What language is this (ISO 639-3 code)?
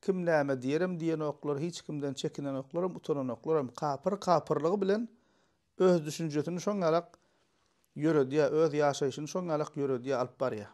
tuk